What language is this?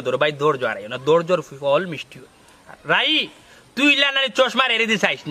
Sylheti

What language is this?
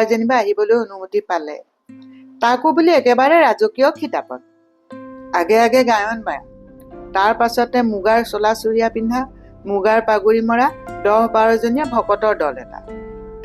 Assamese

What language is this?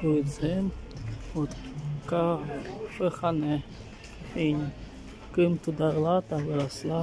Chuvash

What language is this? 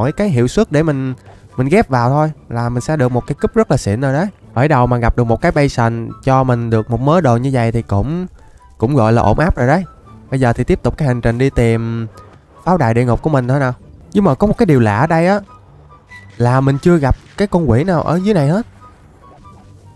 Vietnamese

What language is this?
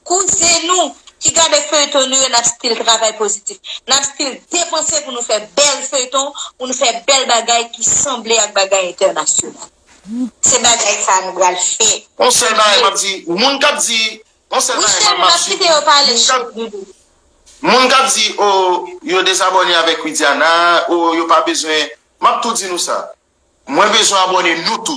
Haitian Creole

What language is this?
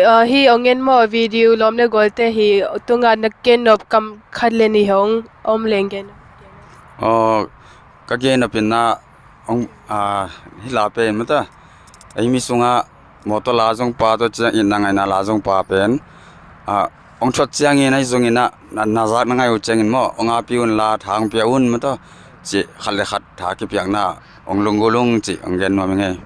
Tedim Chin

